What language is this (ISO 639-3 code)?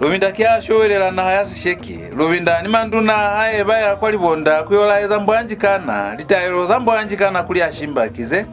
loz